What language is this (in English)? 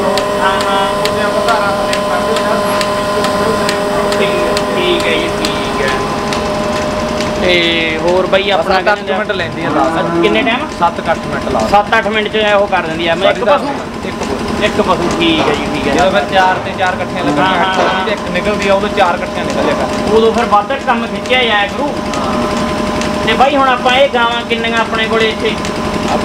Punjabi